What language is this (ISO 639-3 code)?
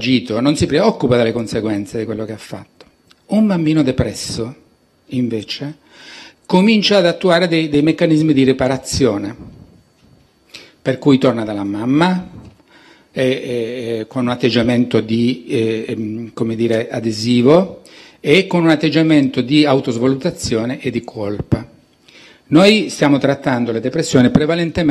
ita